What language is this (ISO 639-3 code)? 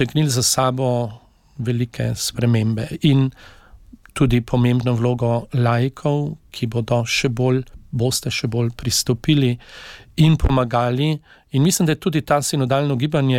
slv